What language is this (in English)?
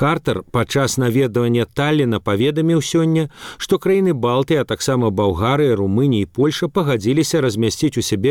Belarusian